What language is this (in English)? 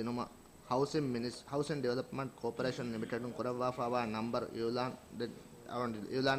Divehi